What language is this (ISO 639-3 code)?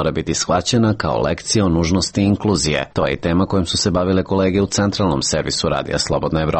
srp